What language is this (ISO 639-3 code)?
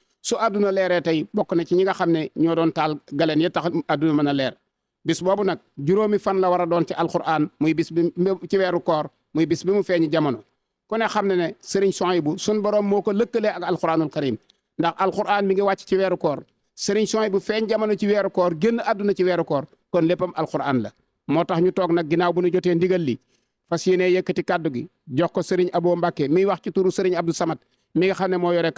wol